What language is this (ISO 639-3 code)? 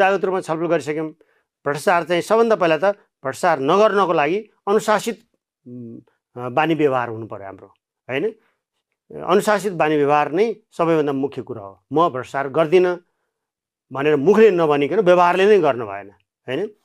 nep